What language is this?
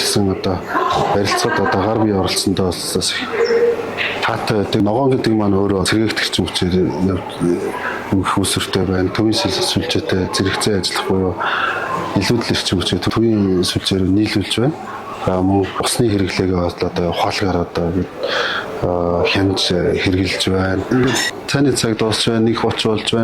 Mongolian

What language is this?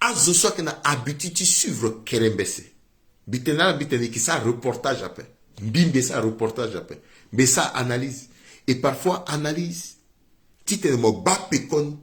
Sango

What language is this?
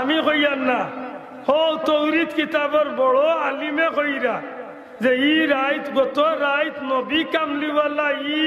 Sylheti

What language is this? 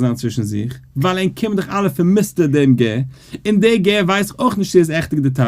Yiddish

